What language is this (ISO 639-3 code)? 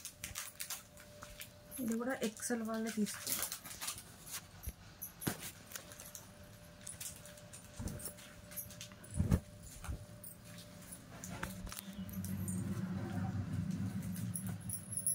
tel